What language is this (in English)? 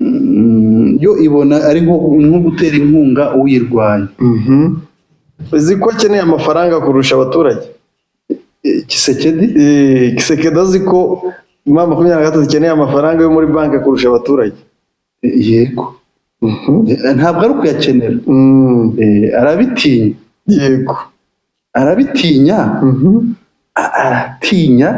Kinyarwanda